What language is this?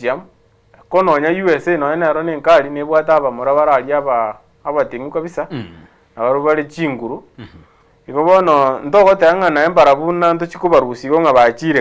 Gusii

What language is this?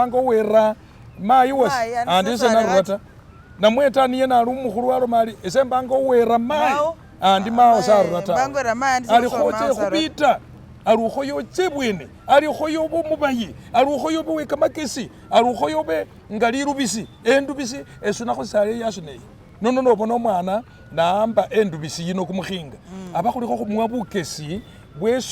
Masaaba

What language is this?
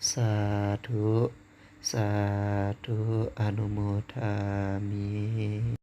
Pali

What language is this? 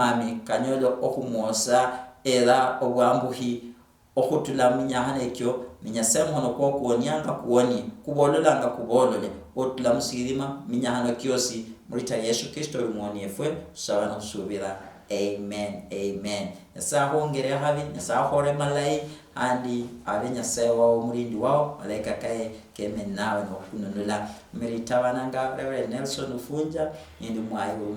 Luyia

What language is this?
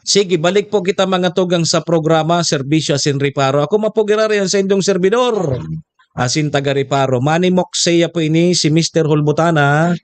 Bikol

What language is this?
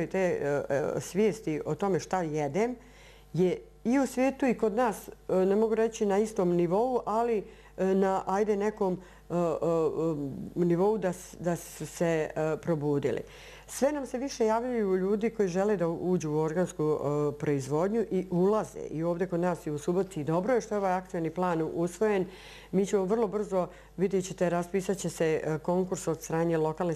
Serbian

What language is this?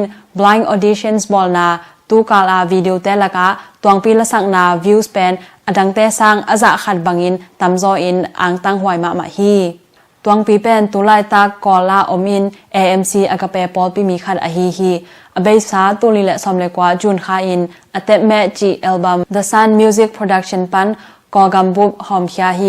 Tedim Chin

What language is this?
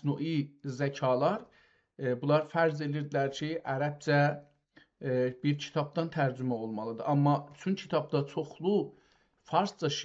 South Azerbaijani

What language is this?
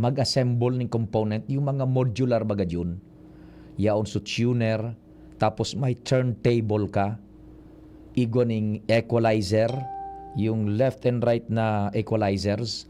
Bikol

